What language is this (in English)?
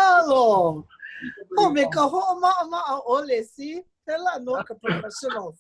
Hawaiian